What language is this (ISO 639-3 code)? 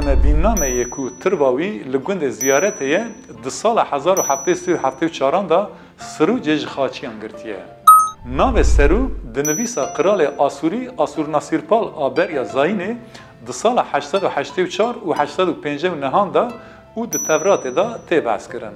kur